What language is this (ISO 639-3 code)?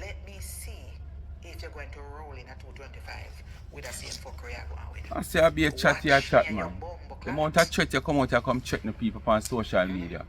jam